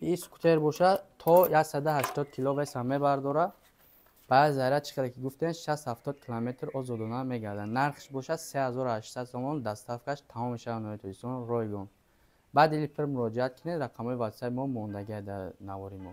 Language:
Tajik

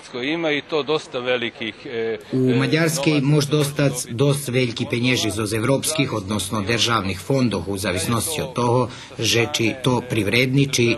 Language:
Rusyn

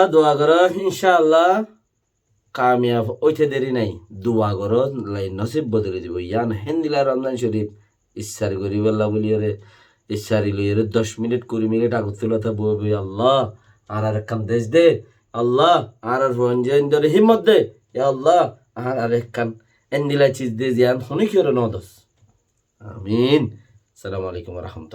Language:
Rohingya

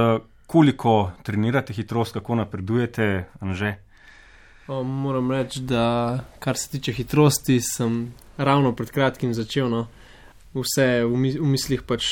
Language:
Slovenian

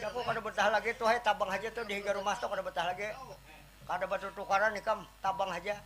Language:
Banjar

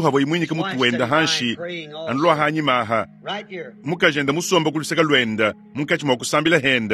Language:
Luba-Lulua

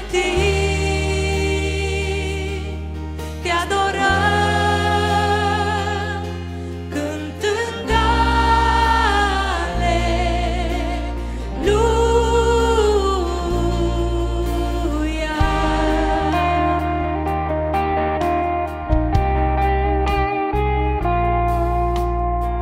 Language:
Romanian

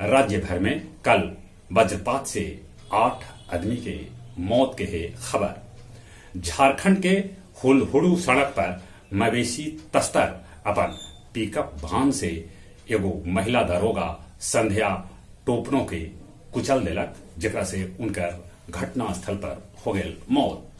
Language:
Magahi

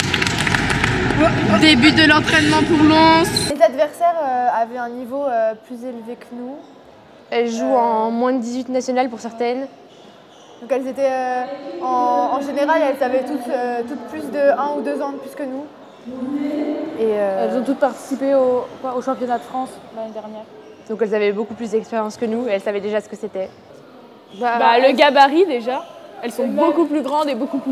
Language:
French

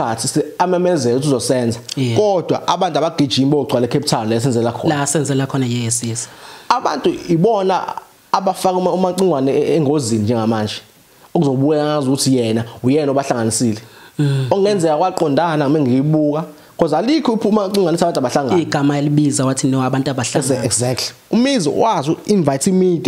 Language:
Zulu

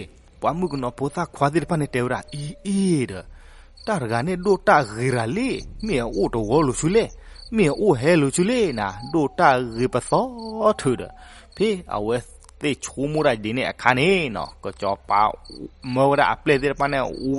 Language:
S'gaw Karen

